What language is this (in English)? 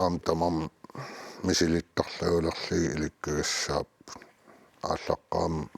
Kalaallisut